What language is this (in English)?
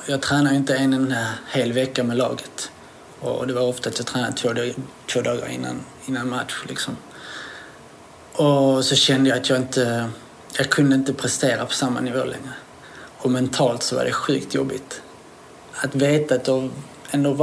Swedish